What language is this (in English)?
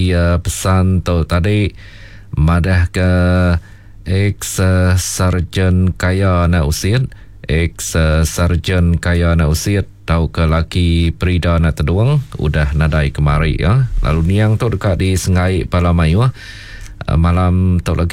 Iban